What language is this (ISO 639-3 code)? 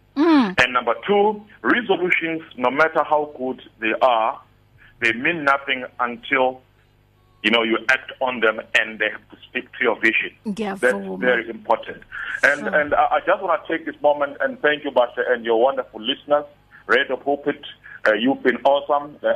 eng